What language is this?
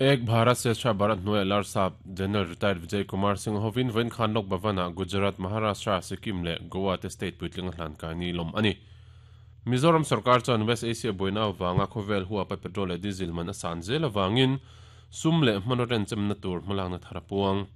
Mizo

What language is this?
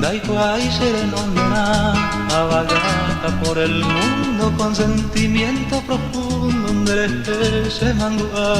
Guarani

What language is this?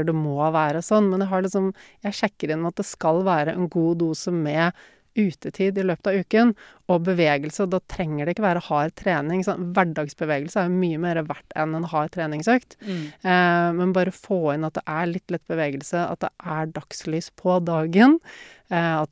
Norwegian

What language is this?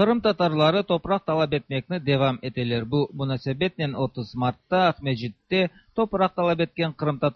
Tatar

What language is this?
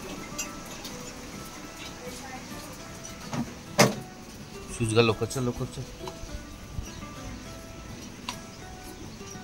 Marathi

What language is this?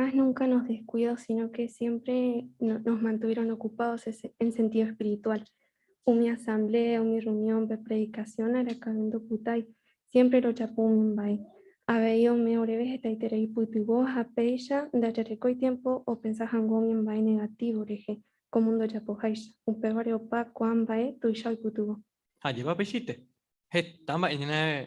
Guarani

